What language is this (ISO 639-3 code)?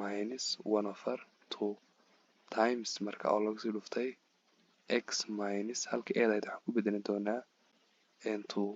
som